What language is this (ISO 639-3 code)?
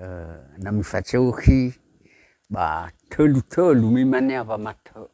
nia